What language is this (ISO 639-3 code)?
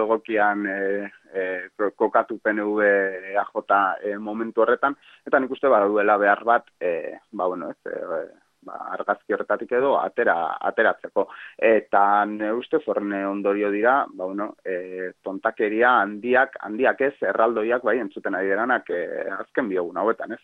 eus